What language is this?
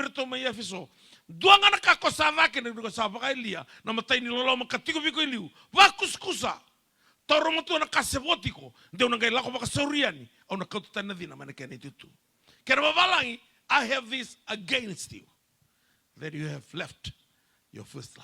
Fijian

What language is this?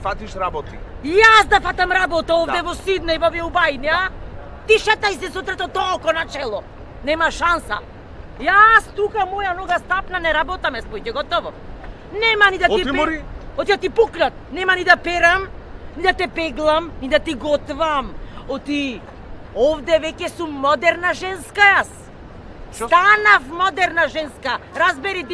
Macedonian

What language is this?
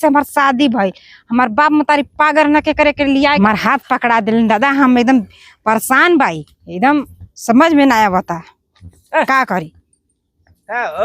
Bhojpuri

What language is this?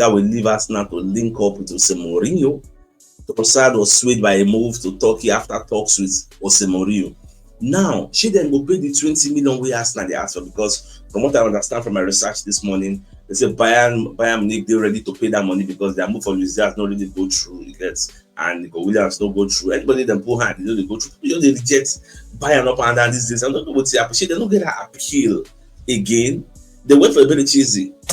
Nigerian Pidgin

